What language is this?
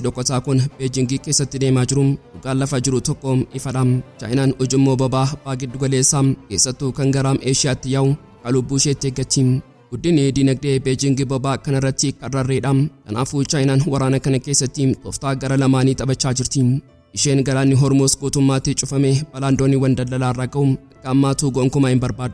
Oromo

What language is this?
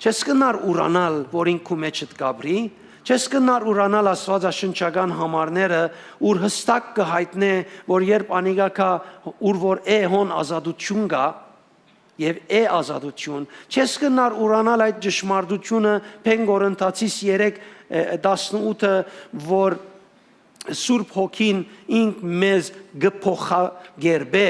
Western Armenian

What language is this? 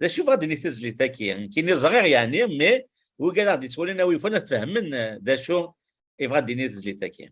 Kabyle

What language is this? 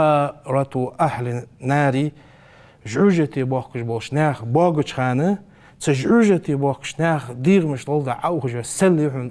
Ingush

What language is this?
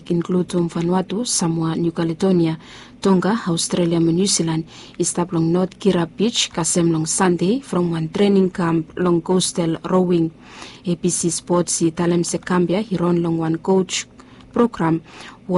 Bislama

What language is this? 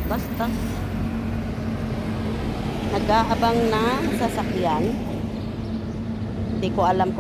Filipino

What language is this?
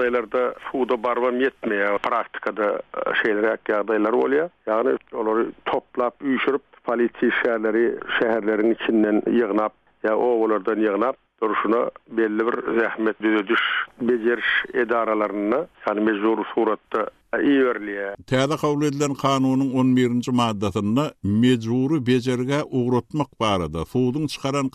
Turkmen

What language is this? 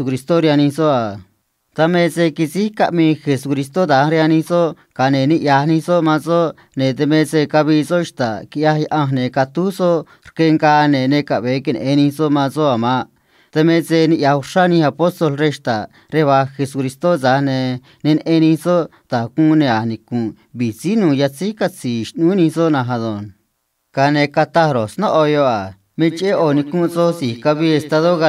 Copala Triqui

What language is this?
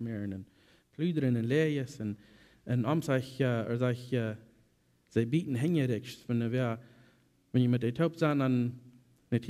Plautdietsch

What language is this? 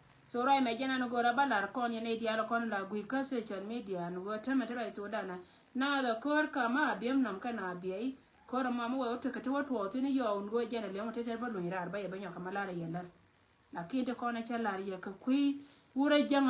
Nuer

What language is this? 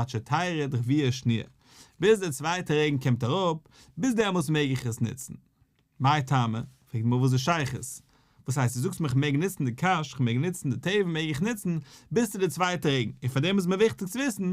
Yiddish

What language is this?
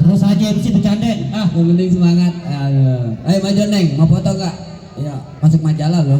Betawi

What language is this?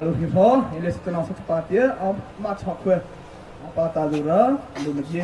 Hakha Chin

